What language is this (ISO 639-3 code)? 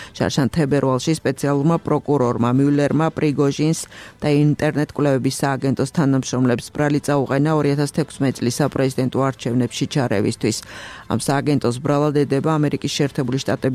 kat